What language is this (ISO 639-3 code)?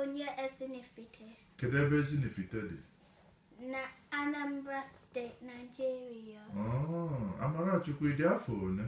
ibo